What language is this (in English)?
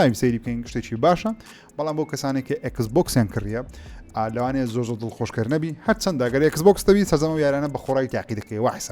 Central Kurdish